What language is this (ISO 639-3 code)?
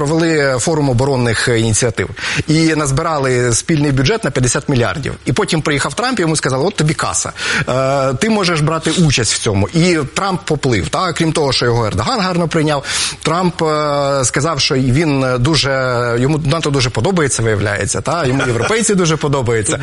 ukr